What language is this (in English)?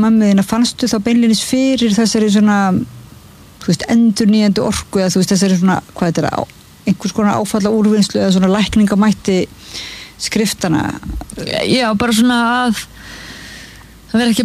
Icelandic